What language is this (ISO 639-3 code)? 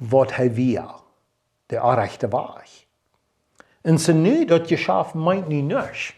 pdt